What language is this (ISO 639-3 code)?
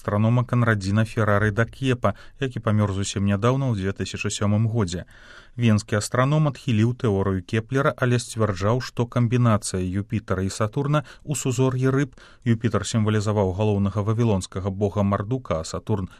bel